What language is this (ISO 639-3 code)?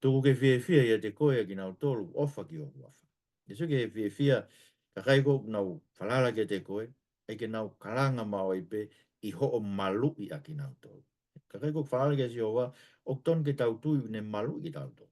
ton